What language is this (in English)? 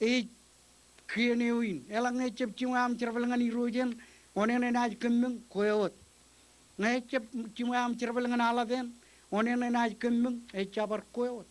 Marshallese